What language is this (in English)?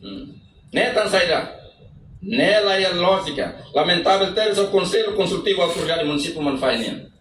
Tetum